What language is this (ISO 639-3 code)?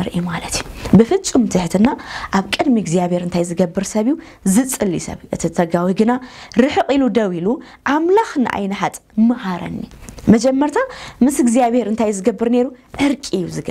tir